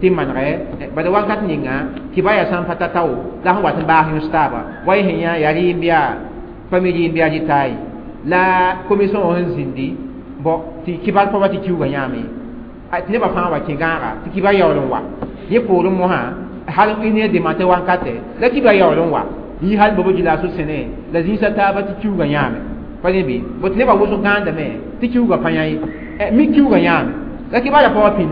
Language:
Mossi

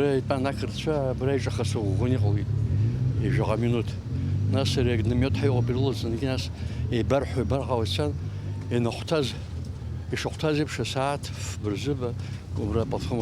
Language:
Abkhazian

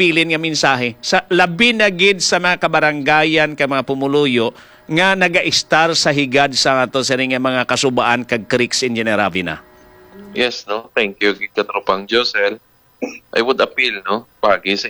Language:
Hiligaynon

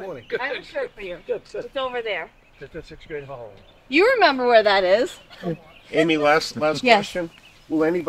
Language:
English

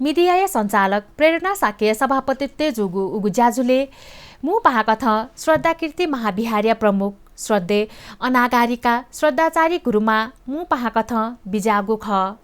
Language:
Newari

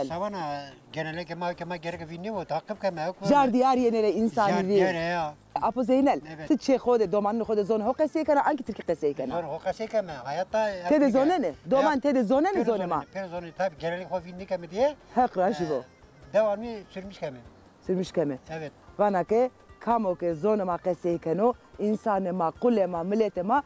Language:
Zaza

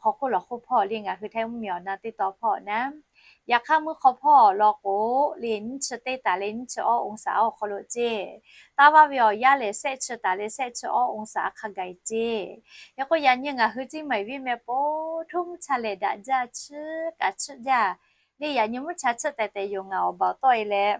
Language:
Lahu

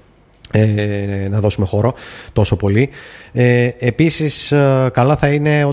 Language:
Greek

